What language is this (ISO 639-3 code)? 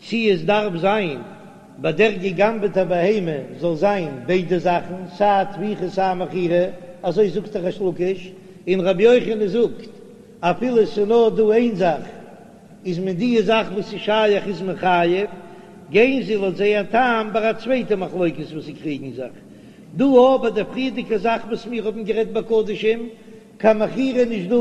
yid